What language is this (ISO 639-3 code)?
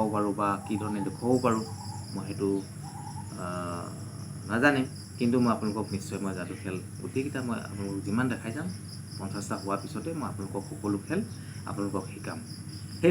asm